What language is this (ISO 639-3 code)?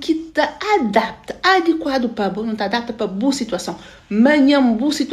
kea